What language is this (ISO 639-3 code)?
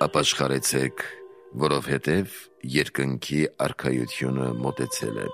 hye